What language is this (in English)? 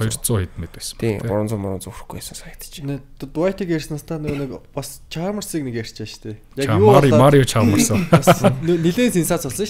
Mongolian